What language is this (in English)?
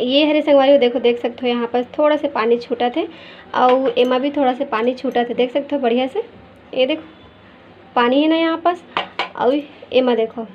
Chhattisgarhi